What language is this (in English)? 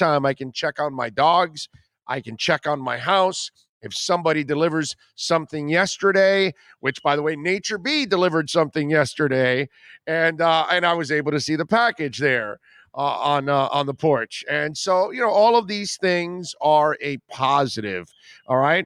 English